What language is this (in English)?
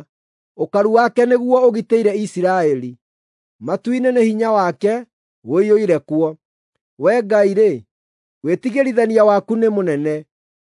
Kikuyu